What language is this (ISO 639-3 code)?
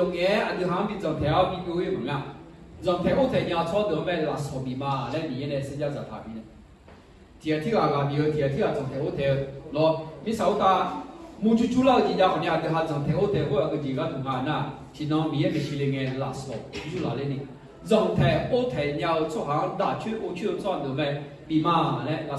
ahk